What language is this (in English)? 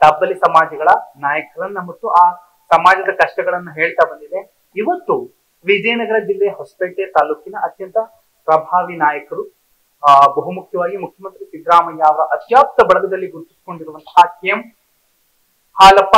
Kannada